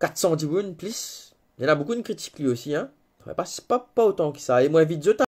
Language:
Morisyen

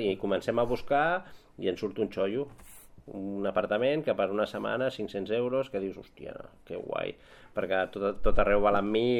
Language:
Catalan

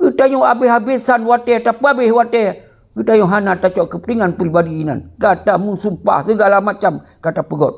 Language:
Achinese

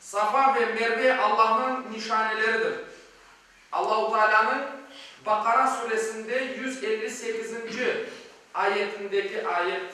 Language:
Crimean Tatar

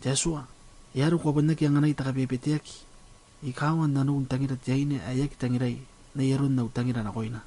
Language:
Gilbertese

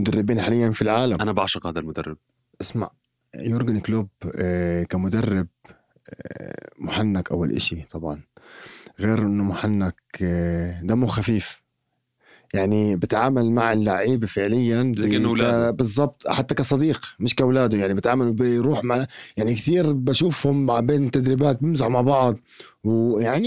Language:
North Levantine Arabic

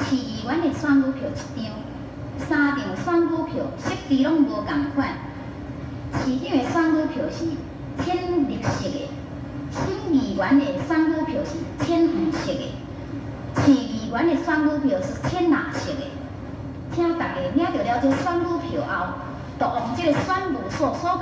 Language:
Min Nan Chinese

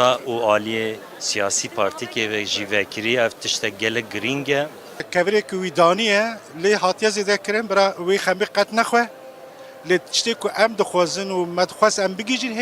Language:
Kurdish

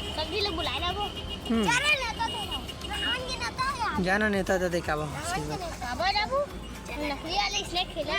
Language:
Chhattisgarhi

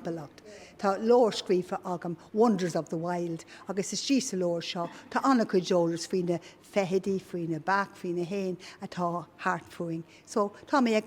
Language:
Irish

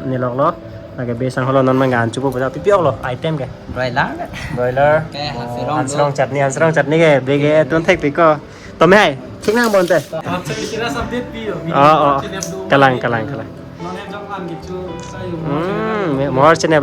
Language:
Karbi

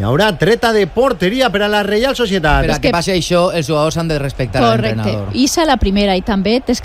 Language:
Catalan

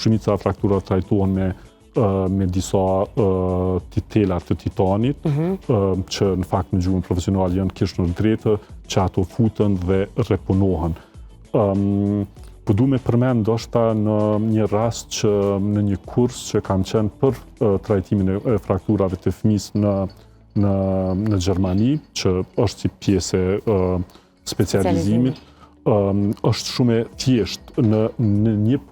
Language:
Albanian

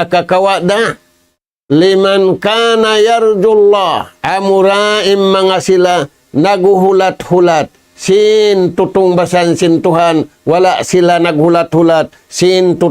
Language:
Tausug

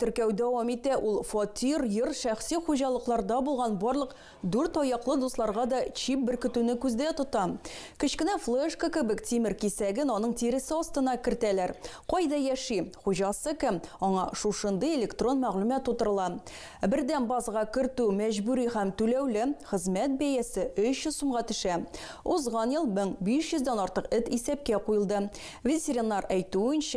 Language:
Tatar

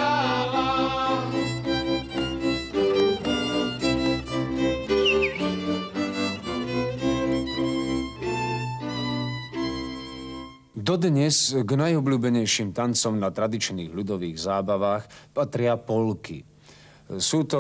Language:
Slovak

